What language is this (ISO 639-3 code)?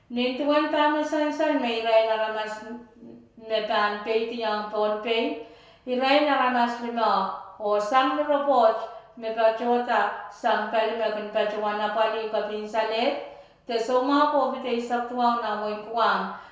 pon